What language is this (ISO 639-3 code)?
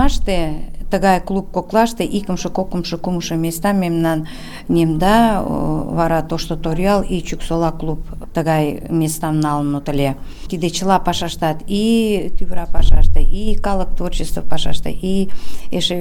chm